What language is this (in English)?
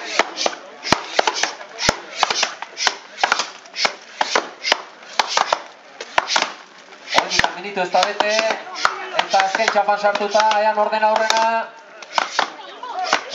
Basque